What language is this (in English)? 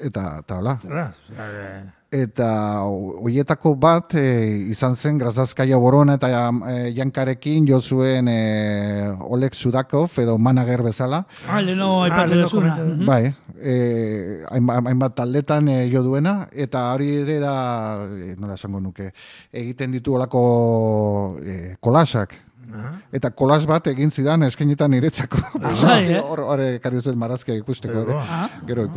Basque